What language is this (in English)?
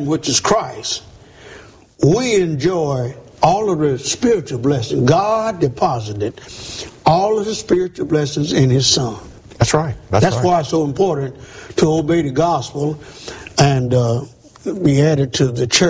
English